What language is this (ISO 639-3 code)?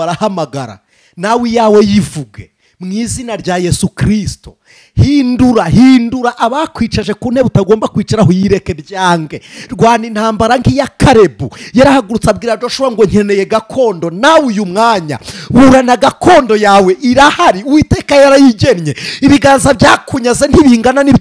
kin